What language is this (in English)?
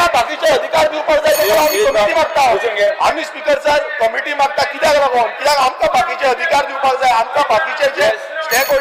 Konkani